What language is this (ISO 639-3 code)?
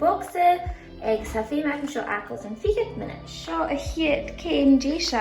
gla